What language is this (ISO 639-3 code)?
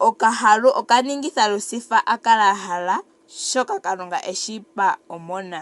ndo